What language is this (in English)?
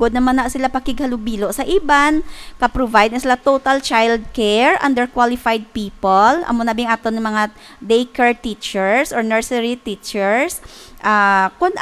Hiligaynon